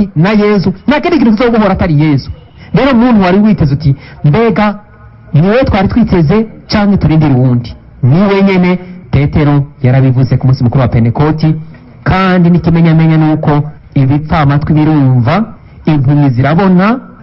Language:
Rundi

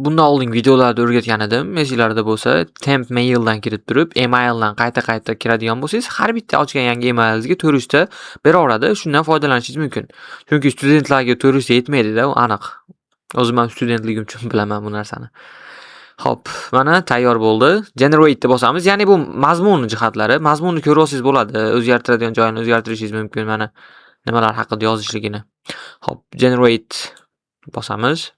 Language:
Uzbek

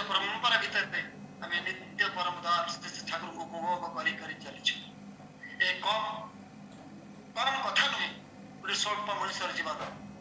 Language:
Odia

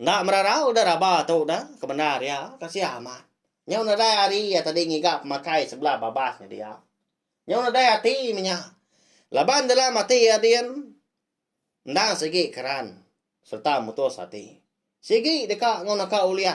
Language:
Iban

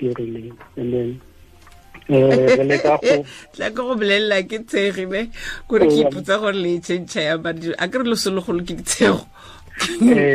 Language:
Tswana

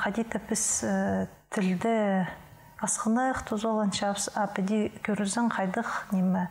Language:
Khakas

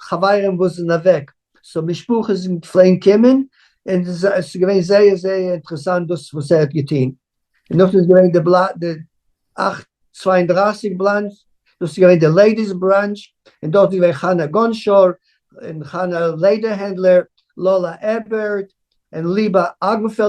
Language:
Yiddish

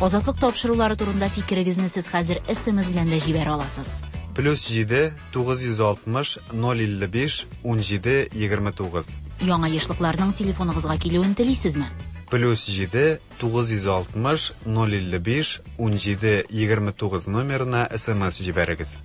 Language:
Tatar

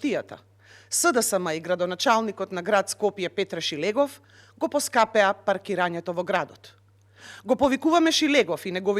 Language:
Macedonian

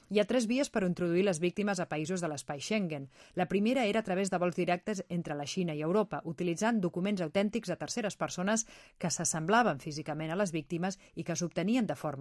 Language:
Catalan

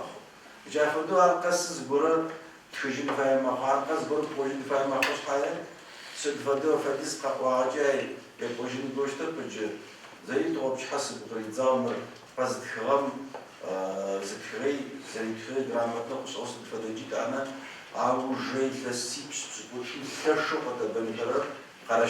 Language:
Adyghe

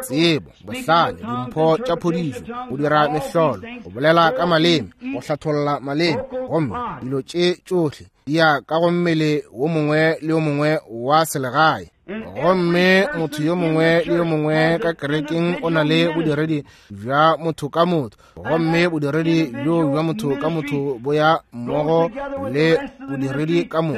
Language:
Northern Sotho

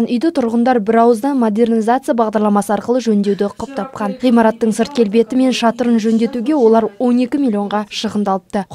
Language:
Kazakh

